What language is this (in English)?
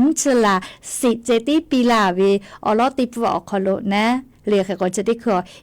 Lahu